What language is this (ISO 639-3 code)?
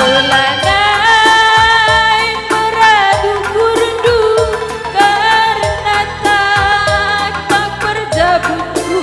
btx